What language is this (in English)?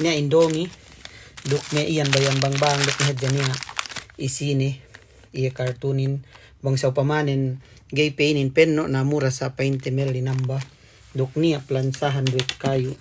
Yakan